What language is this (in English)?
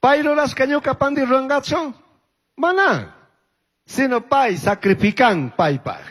Chimborazo Highland Quichua